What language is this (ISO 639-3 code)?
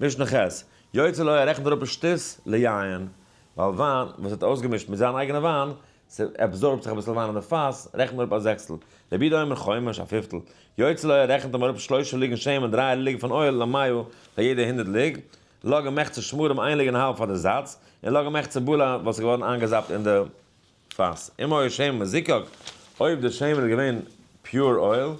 yid